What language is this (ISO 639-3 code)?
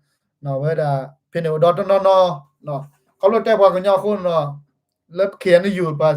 ksw